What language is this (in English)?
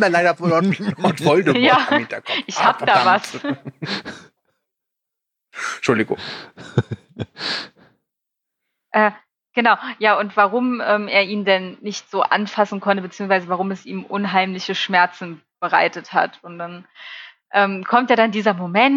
German